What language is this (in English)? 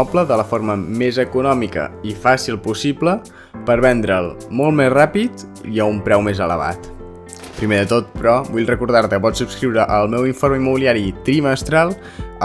Catalan